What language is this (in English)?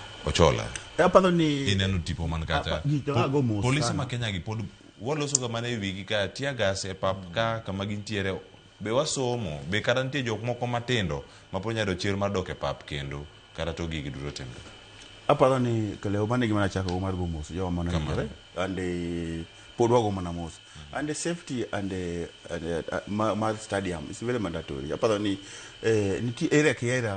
Luo (Kenya and Tanzania)